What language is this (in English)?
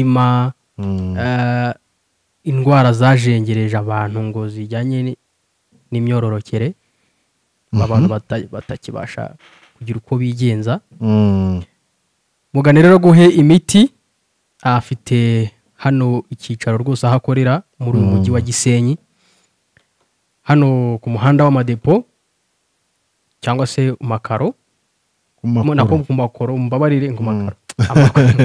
Kinyarwanda